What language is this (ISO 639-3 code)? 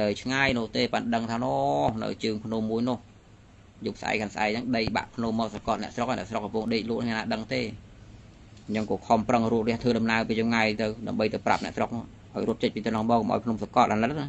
khm